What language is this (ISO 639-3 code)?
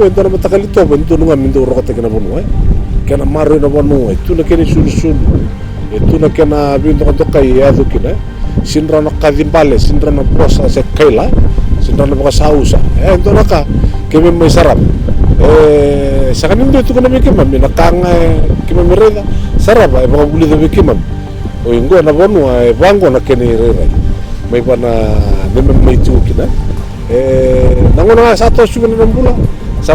fij